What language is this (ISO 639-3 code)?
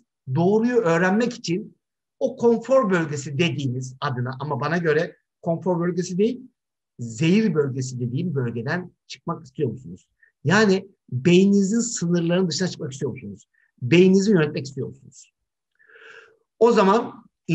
tur